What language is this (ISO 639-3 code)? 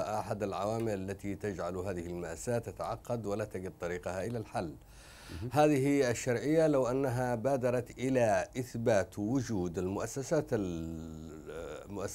ara